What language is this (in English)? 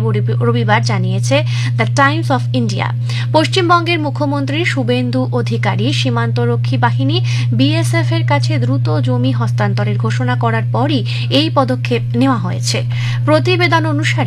Bangla